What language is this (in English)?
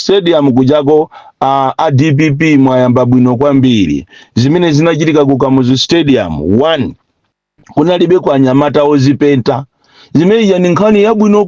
Nyanja